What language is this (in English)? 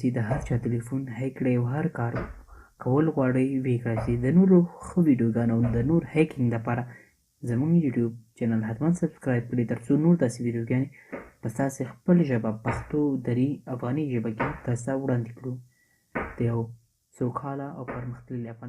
Pashto